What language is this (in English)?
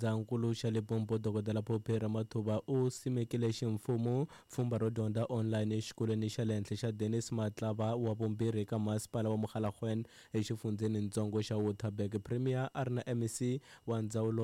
Tsonga